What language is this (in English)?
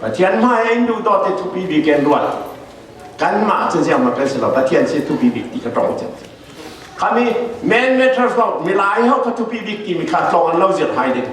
Falam Chin